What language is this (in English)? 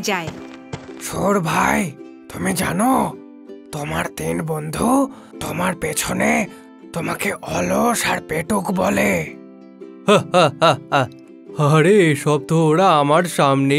Bangla